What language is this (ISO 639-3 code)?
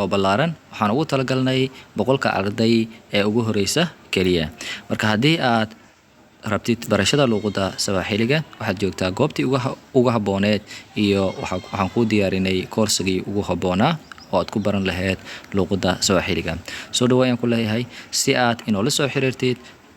som